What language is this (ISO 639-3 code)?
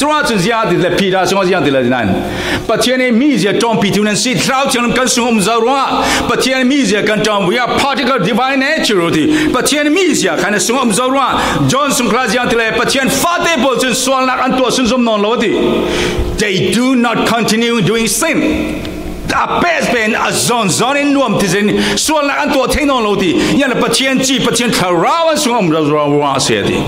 cfm